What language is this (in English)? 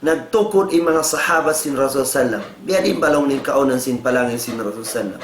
Tausug